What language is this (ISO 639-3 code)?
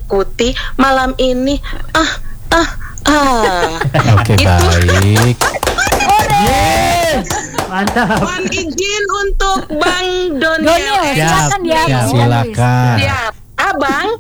ind